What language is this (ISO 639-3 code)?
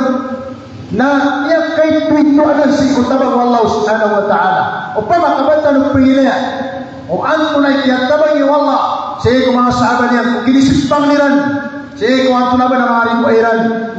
mrw